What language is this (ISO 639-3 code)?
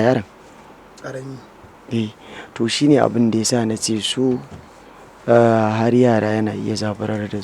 hau